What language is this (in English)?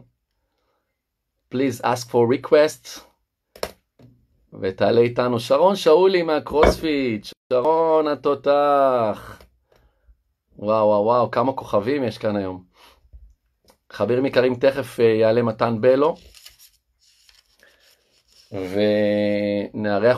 Hebrew